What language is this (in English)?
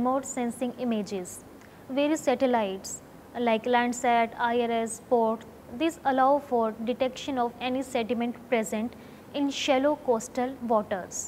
English